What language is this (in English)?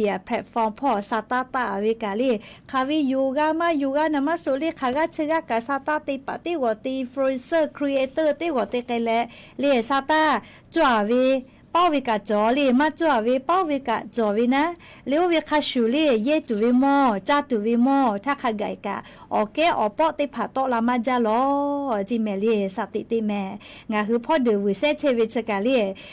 Lahu